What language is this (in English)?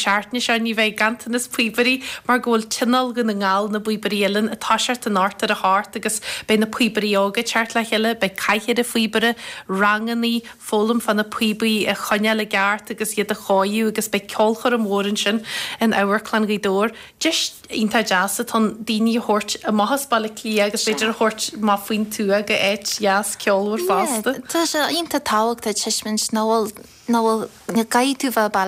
Irish